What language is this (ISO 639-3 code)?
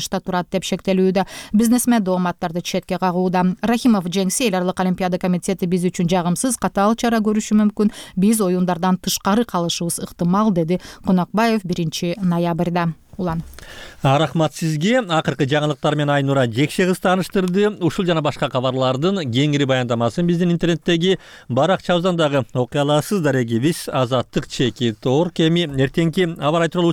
kir